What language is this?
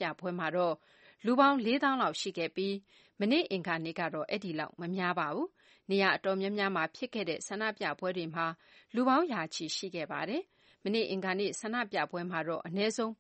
Burmese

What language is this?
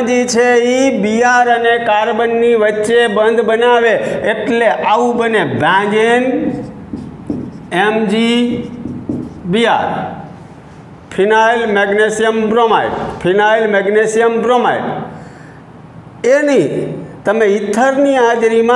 Gujarati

